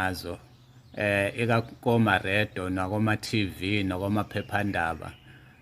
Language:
Zulu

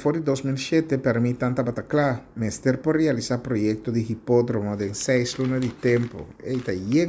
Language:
Papiamento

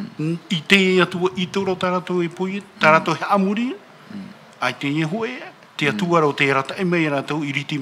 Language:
Tahitian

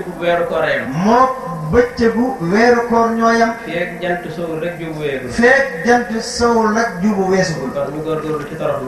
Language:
Wolof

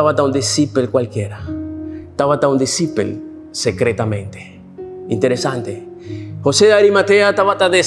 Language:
Papiamento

